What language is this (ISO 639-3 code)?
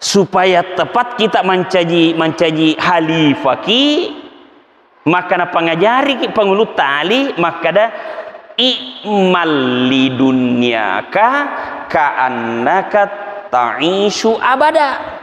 bug